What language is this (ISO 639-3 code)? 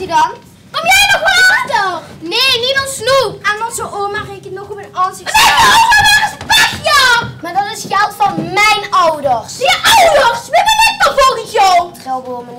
lim